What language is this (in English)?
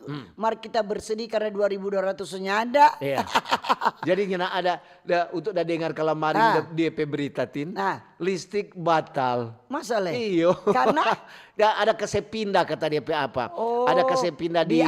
Manado Malay